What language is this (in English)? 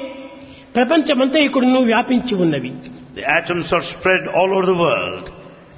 Telugu